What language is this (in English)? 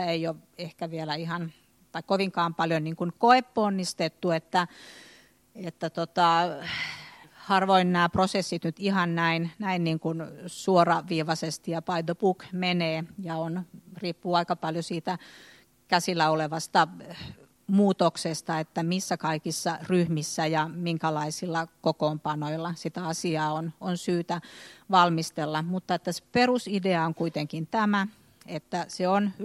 Finnish